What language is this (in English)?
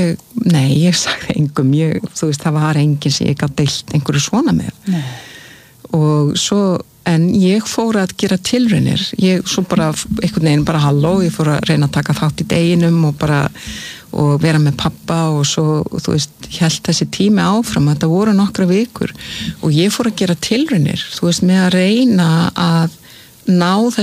Icelandic